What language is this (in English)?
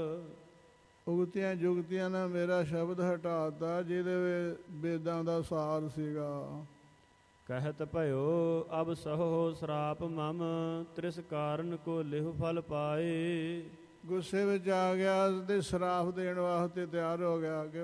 Punjabi